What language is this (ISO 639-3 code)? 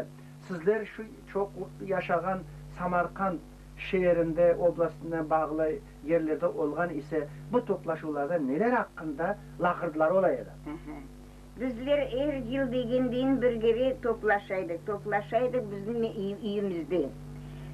crh